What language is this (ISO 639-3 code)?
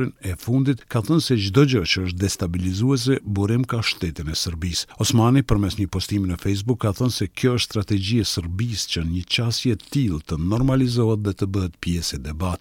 sqi